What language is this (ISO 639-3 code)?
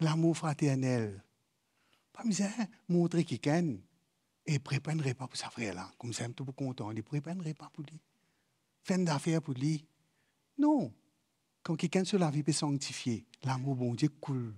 mfe